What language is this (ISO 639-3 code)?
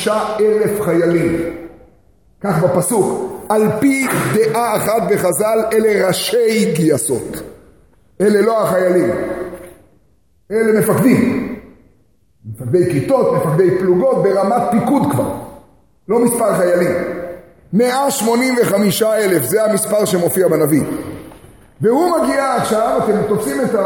heb